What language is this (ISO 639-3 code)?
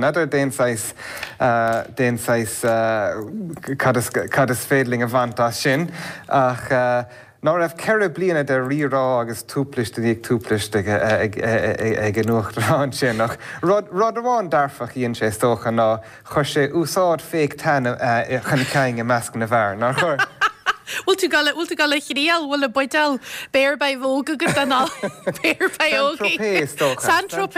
gle